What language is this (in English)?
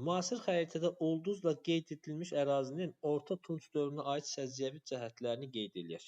Azerbaijani